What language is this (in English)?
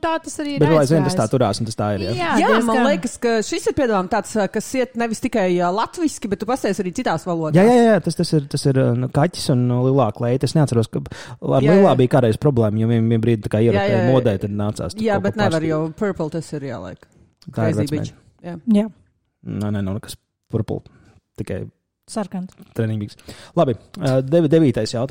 Latvian